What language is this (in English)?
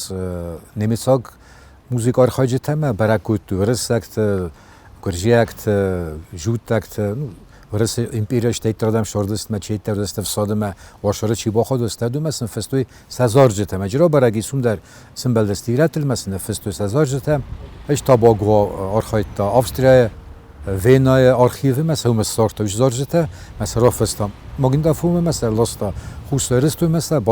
Ossetic